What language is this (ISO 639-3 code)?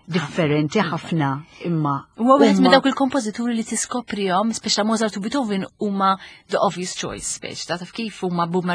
mlt